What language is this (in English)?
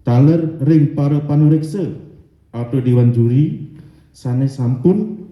Balinese